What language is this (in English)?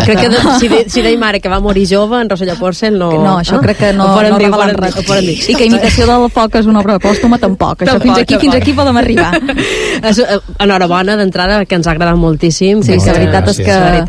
Catalan